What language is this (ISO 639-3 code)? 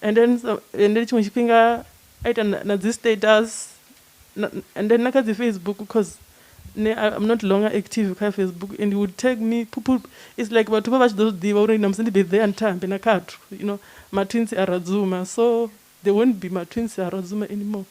ven